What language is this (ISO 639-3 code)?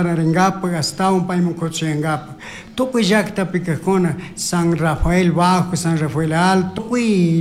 qug